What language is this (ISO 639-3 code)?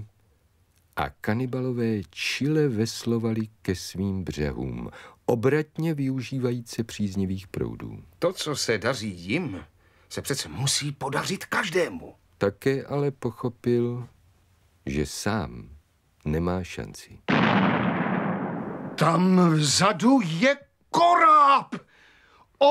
ces